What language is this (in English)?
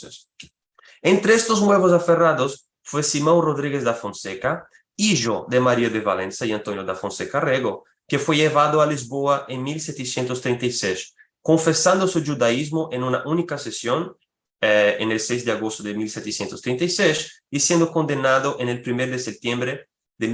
Ladino